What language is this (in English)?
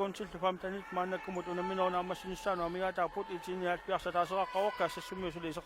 Kalaallisut